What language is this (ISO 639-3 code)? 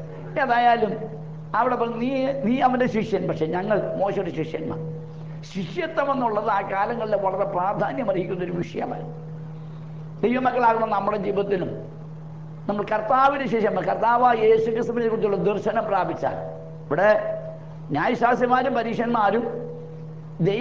mal